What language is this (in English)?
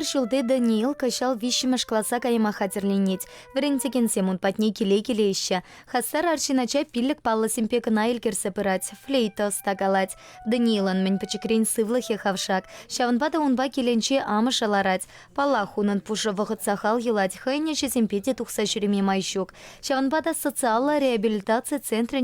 Chuvash